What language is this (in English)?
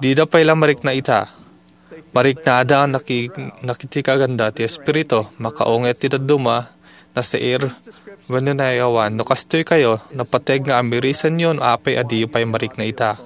Iloko